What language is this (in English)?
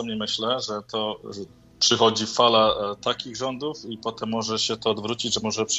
Polish